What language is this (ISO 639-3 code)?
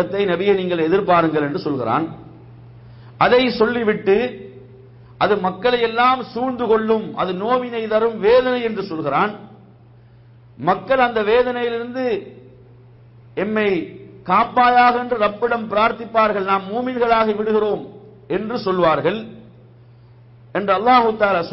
tam